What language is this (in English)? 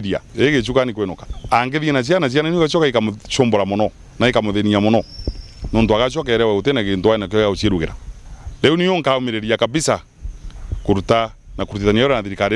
Meru